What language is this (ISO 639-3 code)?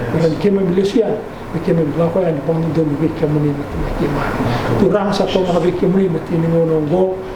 fij